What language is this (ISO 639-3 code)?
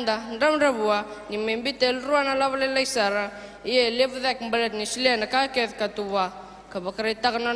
fij